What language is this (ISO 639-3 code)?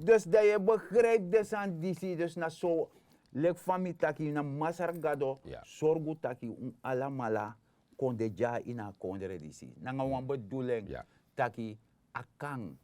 srn